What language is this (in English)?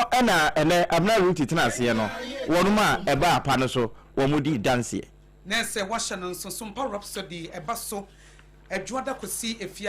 Akan